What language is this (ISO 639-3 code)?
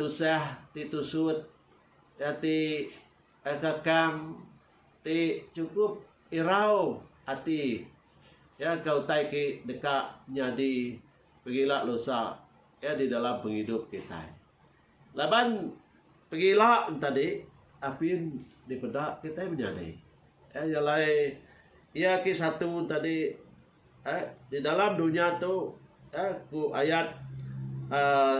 iba